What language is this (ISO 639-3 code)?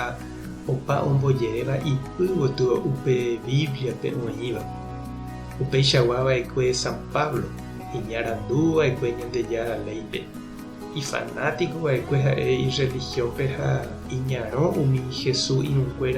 grn